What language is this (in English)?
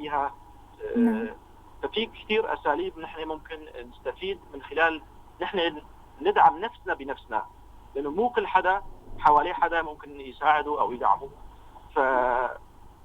North Levantine Arabic